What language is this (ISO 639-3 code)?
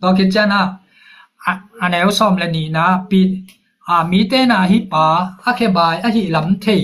ctd